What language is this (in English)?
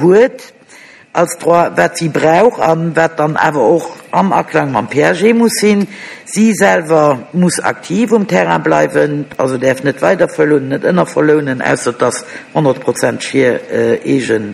Luxembourgish